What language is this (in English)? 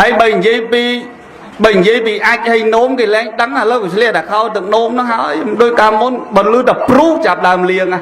Khmer